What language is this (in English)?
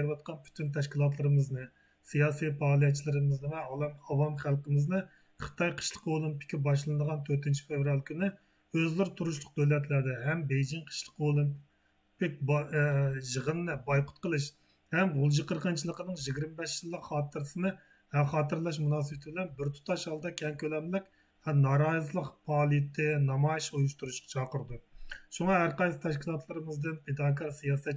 Uyghur